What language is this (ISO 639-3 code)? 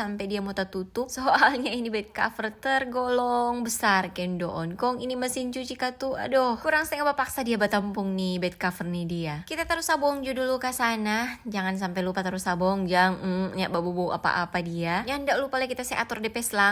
xmm